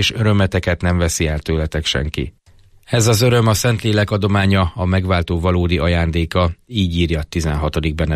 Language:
Hungarian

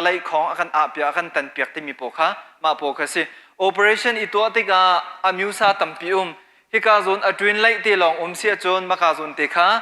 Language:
Hakha Chin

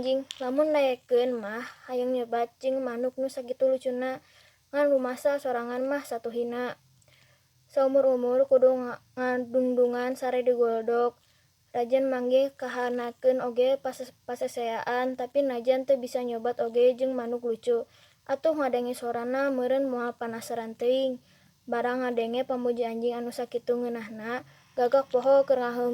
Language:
Sundanese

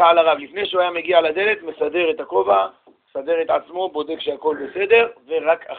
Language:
Hebrew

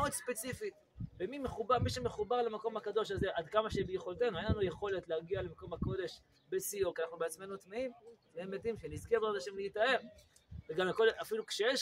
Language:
Hebrew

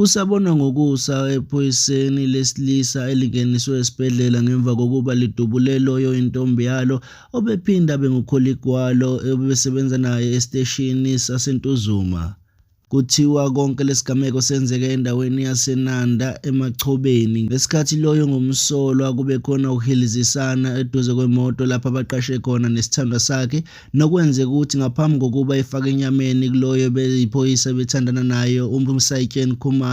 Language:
Zulu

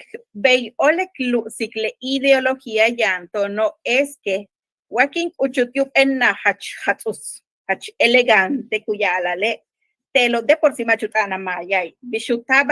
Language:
Yucateco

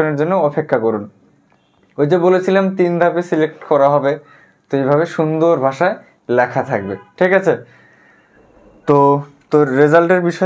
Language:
Bangla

